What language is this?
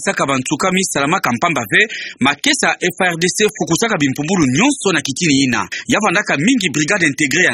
Kituba (Democratic Republic of Congo)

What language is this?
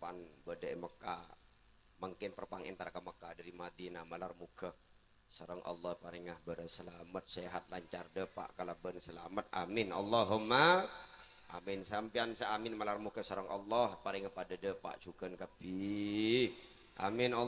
Madurese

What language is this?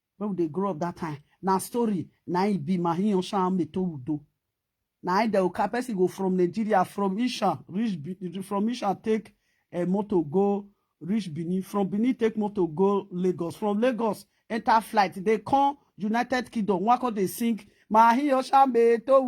Nigerian Pidgin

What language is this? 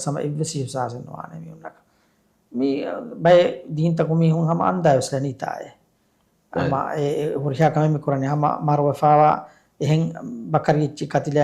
Divehi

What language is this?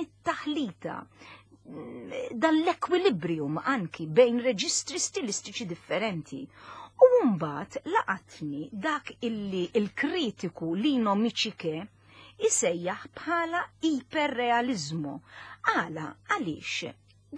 Maltese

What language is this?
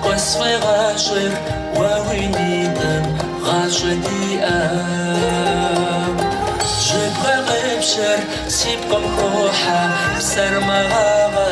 Kabardian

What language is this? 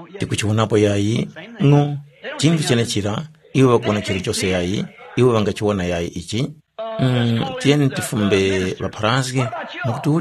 Tumbuka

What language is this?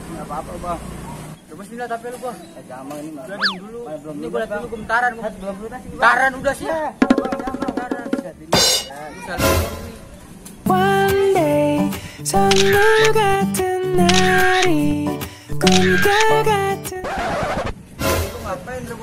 Betawi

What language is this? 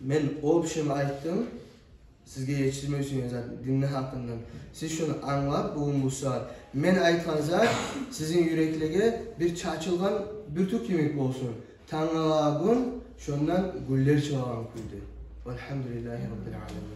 Kumyk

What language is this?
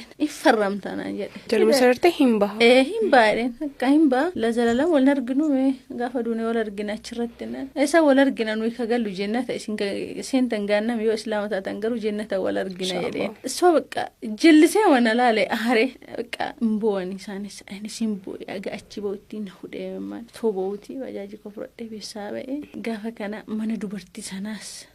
Oromo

